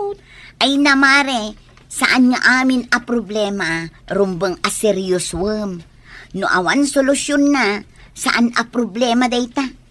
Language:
Iloko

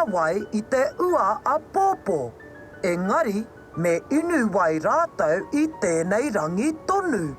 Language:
Māori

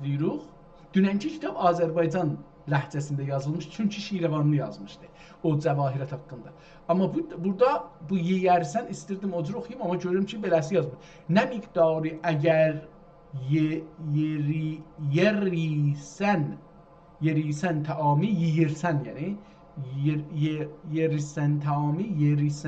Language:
South Azerbaijani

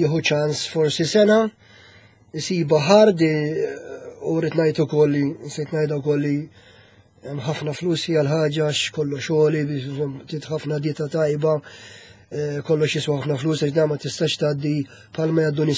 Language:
Maltese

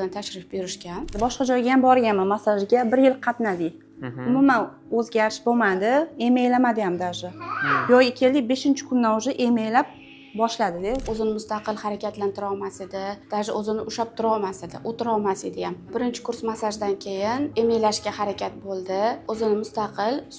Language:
Uzbek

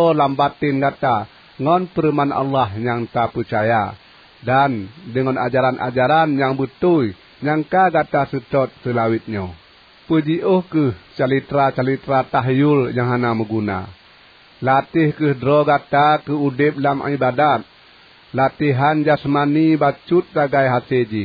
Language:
Achinese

